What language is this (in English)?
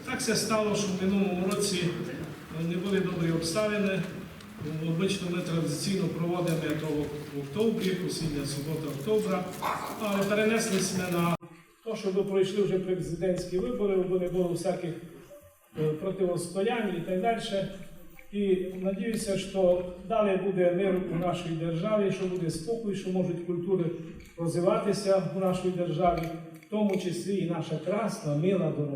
Rusyn